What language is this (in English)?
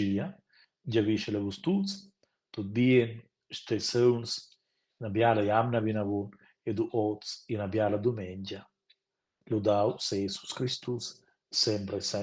Romansh